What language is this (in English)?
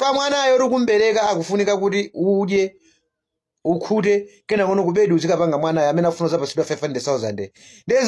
Nyanja